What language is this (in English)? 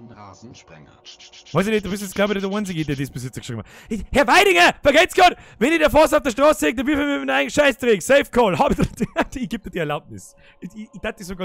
Bavarian